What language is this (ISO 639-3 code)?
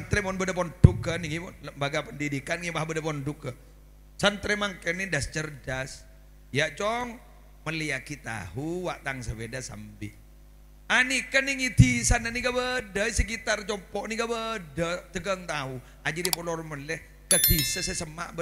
mad